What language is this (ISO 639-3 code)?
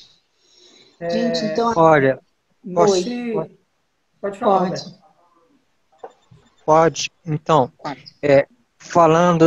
por